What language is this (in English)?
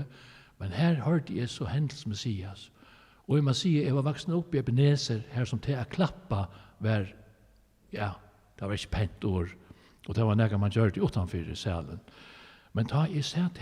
Faroese